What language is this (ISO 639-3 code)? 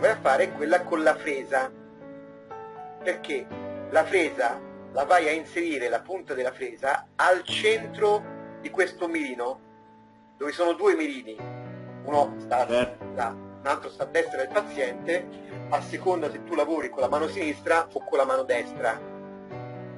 ita